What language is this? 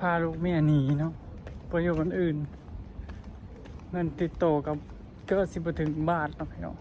Lao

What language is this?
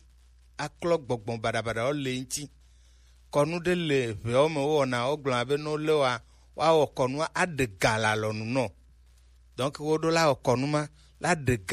Gen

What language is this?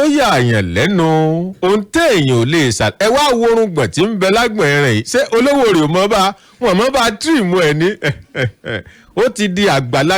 Yoruba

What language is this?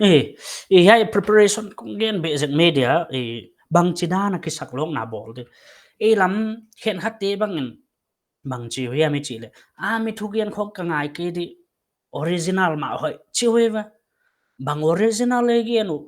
Paite Chin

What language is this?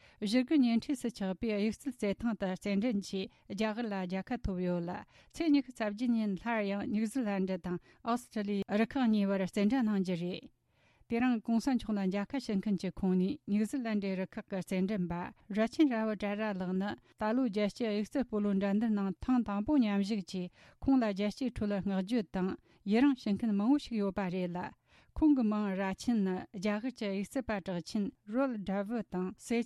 Tibetan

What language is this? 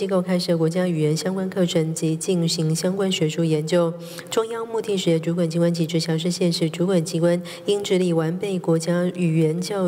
Chinese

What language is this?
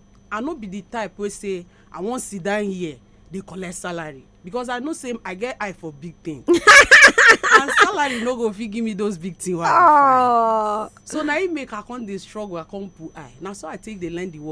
Nigerian Pidgin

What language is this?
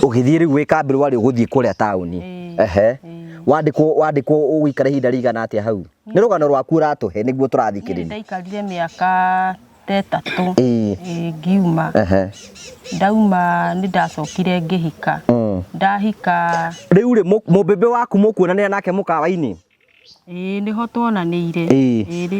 Kikuyu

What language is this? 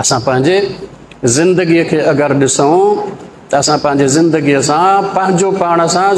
Sindhi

